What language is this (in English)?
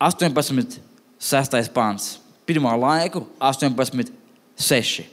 Latvian